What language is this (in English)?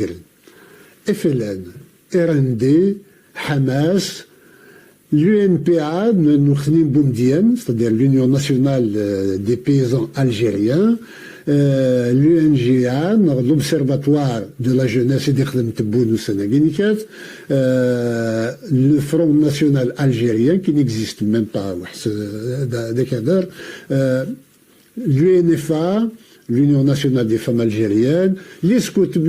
Kabyle